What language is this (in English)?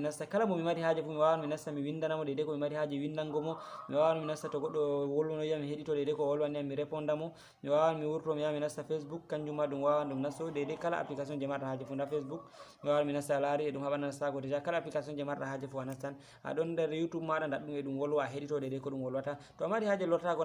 Fula